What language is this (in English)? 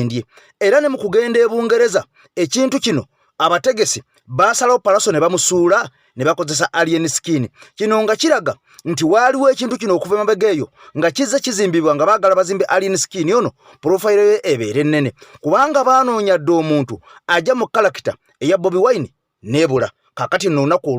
Ganda